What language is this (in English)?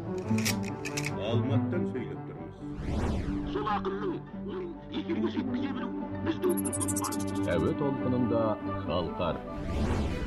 Kazakh